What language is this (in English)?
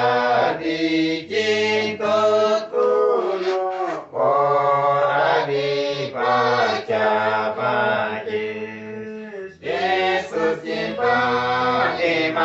Uduk